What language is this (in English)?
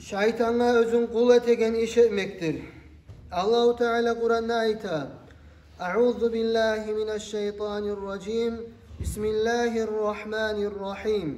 Kumyk